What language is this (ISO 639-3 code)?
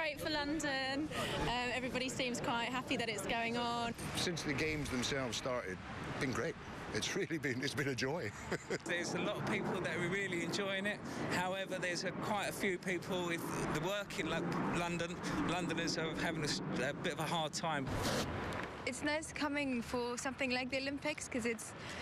eng